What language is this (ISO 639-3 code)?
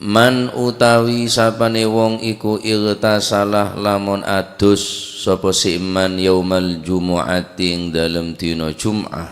mad